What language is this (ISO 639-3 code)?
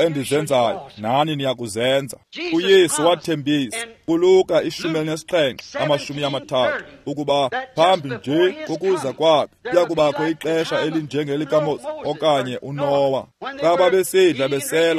xho